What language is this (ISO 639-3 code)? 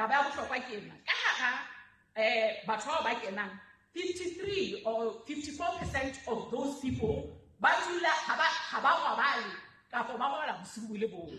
sot